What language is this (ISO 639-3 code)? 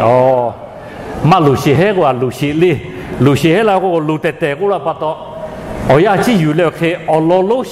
lhu